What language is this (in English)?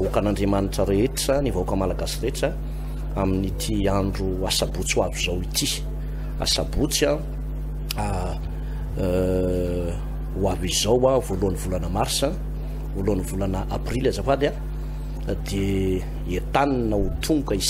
Malagasy